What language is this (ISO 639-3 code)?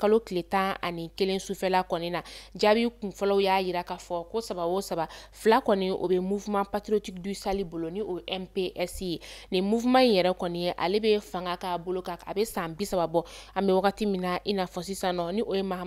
bam